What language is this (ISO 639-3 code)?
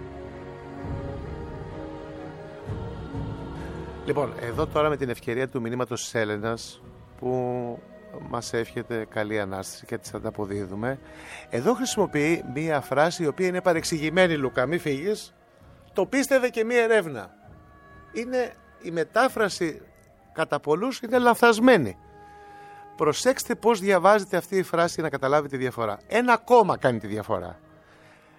ell